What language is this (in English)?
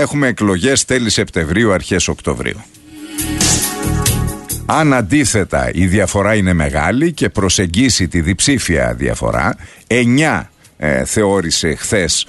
Greek